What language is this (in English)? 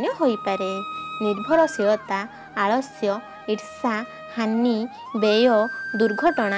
Odia